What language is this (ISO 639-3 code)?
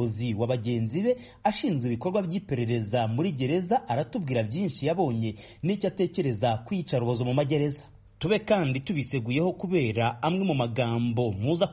kin